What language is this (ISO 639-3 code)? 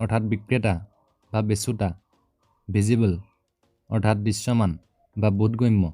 asm